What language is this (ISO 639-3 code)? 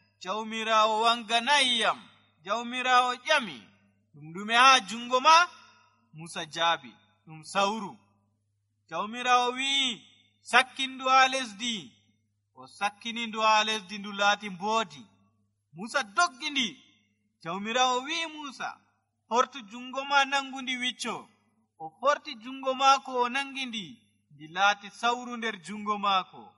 fuv